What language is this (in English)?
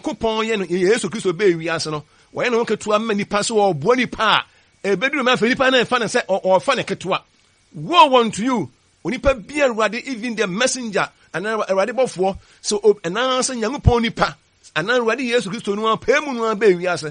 Akan